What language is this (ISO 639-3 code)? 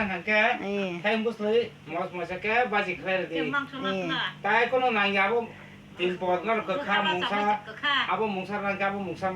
trp